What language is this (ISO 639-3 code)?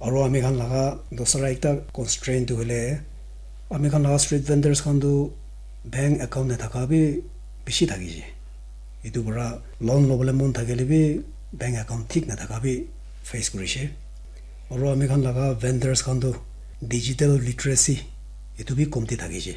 nag